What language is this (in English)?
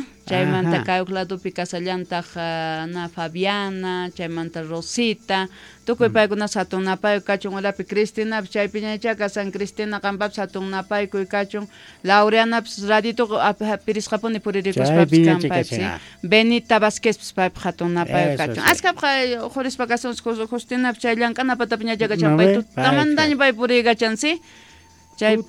South Bolivian Quechua